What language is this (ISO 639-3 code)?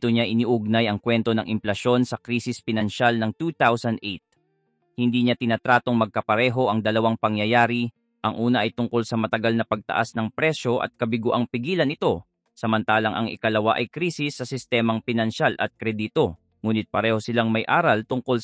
fil